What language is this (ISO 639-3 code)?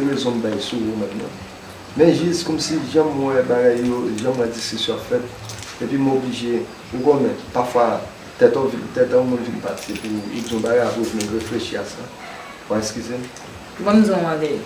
hat